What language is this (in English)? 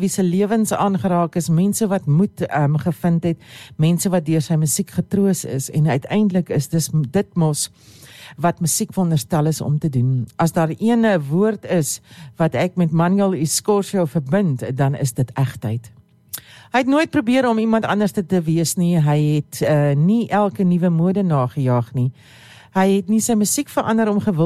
Afrikaans